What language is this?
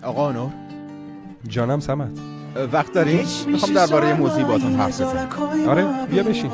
Tajik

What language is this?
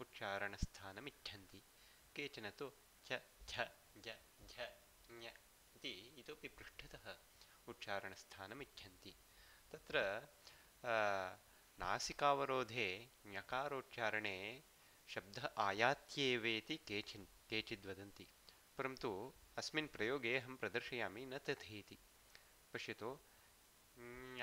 Sanskrit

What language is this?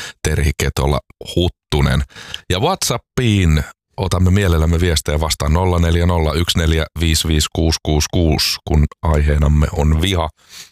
Finnish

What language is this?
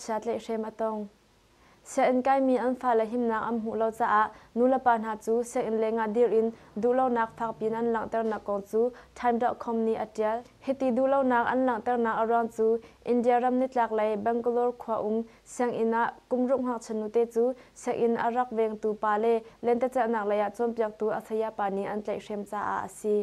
Hakha Chin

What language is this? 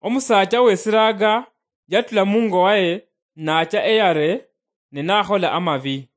Luyia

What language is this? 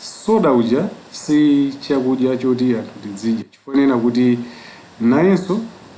Nyanja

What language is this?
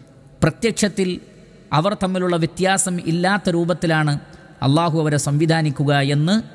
Malayalam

